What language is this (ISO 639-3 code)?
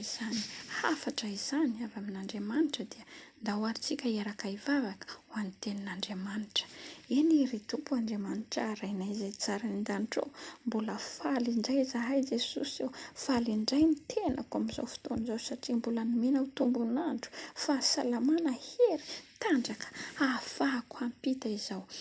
mlg